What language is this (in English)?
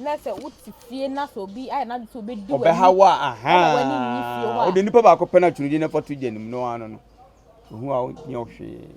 Akan